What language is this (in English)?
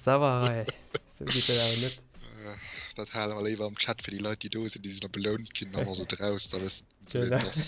Luxembourgish